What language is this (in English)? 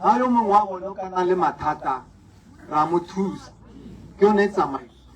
Tswana